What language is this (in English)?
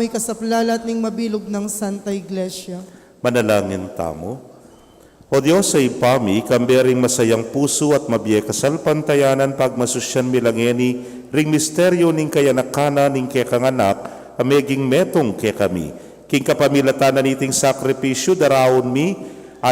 Pampanga